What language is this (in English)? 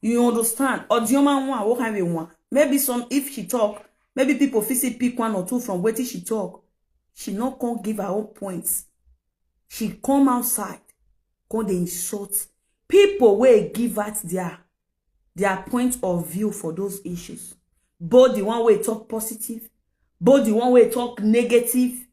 Nigerian Pidgin